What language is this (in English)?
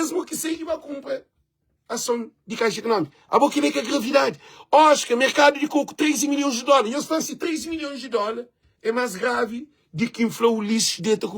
Kabuverdianu